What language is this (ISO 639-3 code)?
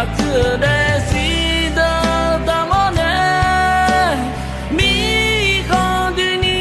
ahk